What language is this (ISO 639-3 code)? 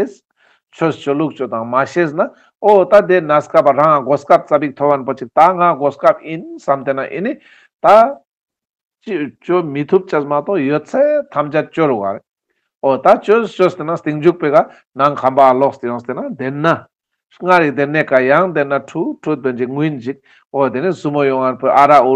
lbj